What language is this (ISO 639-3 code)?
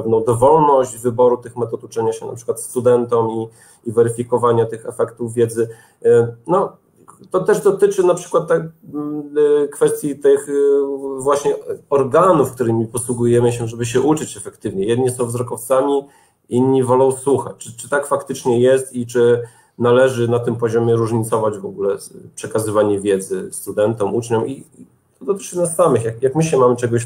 pol